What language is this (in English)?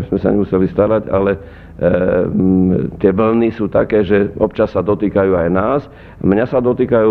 Slovak